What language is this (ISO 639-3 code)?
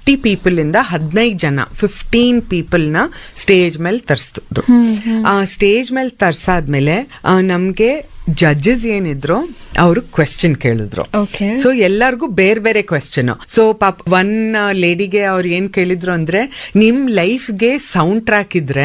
kan